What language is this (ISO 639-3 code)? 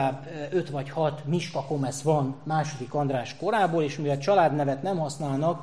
hun